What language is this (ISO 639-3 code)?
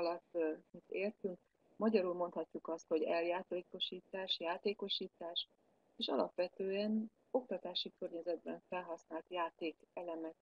hun